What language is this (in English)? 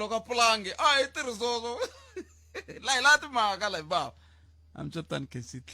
Tsonga